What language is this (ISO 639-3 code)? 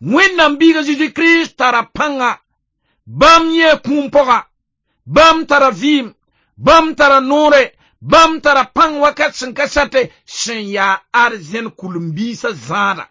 mos